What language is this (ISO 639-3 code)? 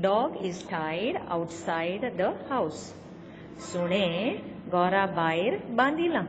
kok